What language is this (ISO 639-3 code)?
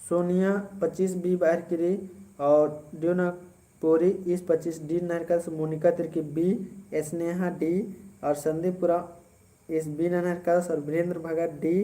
kru